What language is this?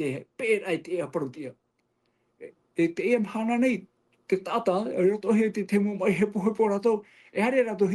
Tahitian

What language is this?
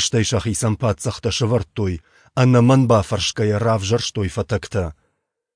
Ossetic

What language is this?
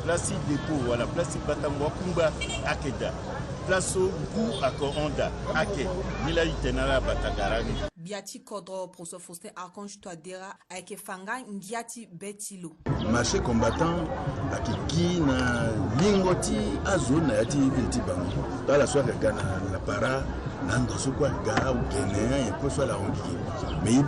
Sango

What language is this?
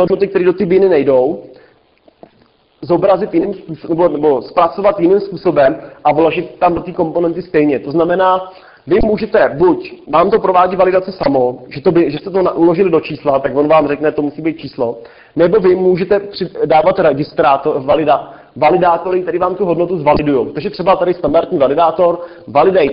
Czech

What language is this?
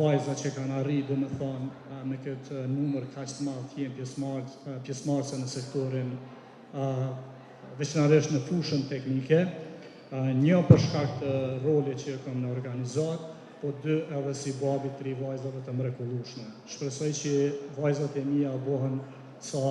Albanian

